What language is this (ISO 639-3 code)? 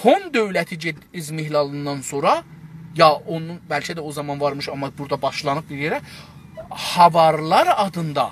azb